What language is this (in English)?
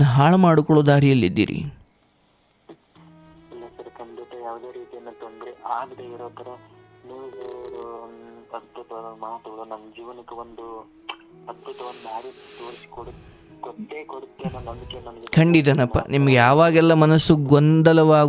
Kannada